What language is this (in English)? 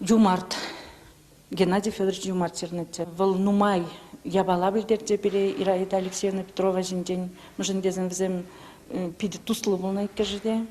Chuvash